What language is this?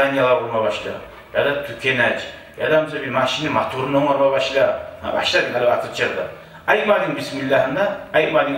Kumyk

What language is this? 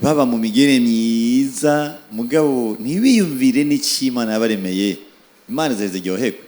Rundi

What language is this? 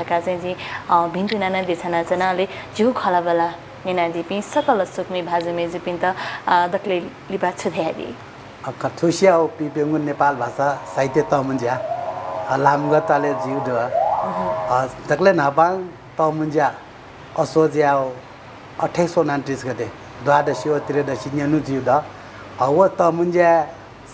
Newari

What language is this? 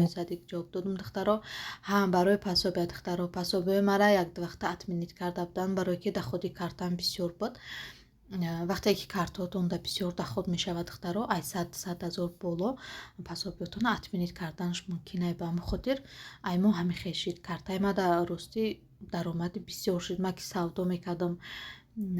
Tajik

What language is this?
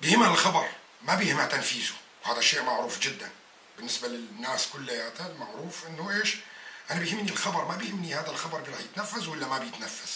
North Levantine Arabic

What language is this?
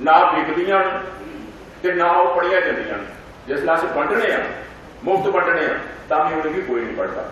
Dogri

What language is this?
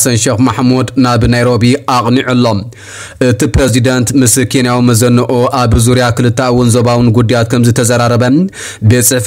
Tigrinya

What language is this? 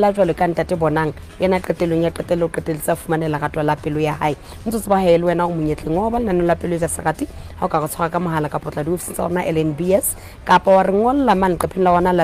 Southern Sotho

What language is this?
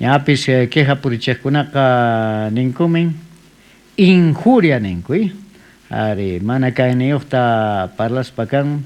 South Bolivian Quechua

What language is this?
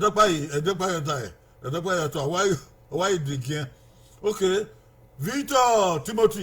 Bini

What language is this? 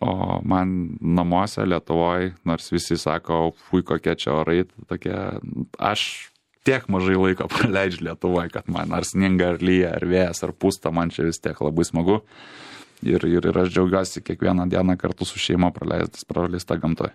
Lithuanian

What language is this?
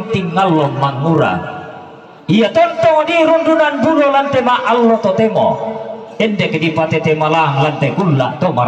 Toraja-Sa'dan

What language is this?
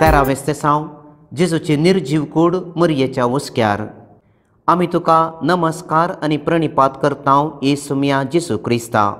Konkani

